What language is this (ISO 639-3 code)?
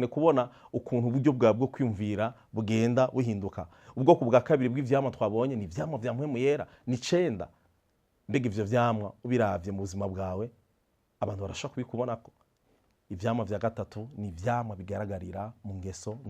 run